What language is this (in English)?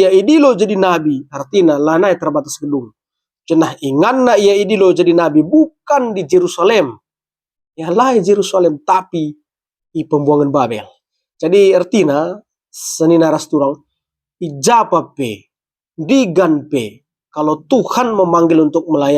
Batak Karo